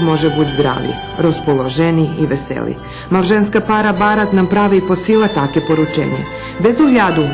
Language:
Rusyn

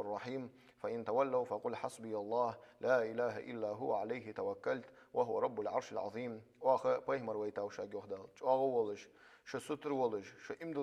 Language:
Ingush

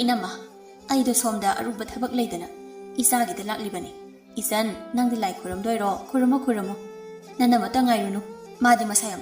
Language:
Manipuri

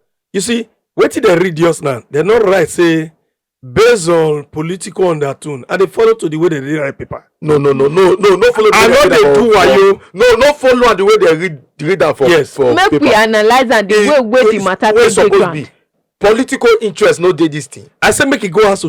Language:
Nigerian Pidgin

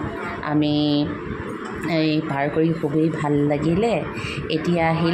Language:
Assamese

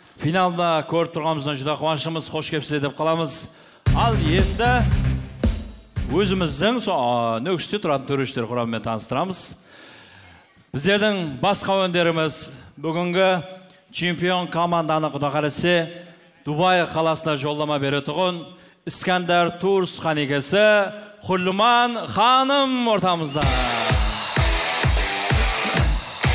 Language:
Kazakh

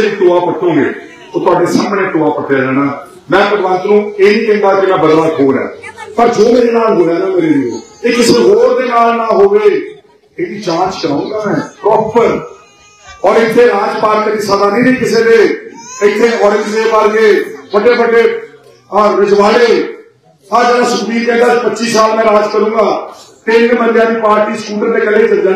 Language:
Punjabi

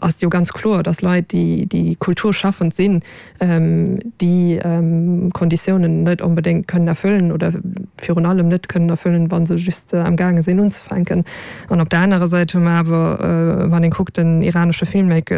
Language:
Luxembourgish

